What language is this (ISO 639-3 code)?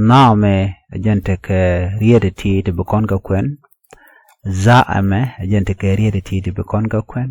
nus